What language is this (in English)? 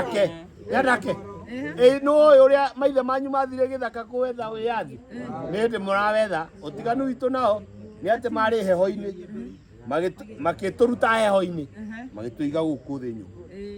Kikuyu